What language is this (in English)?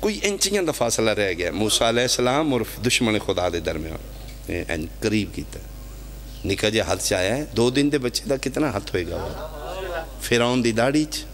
Pahari-Potwari